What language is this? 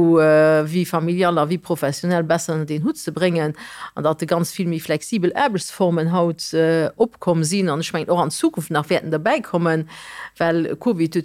Luxembourgish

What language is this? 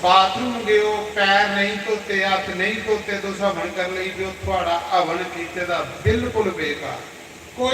Dogri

